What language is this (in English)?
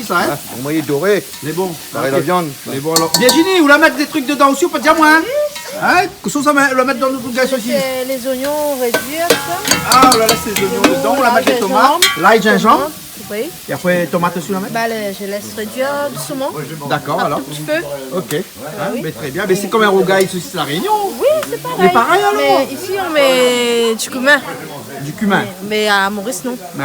Réunion Creole French